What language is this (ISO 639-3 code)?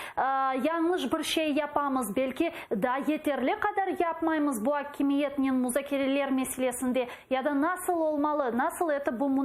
crh